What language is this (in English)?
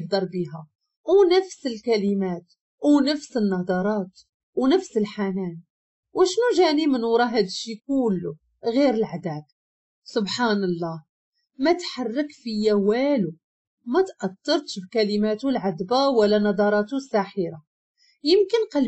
Moroccan Arabic